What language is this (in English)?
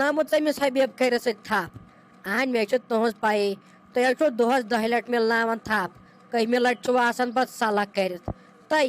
Kashmiri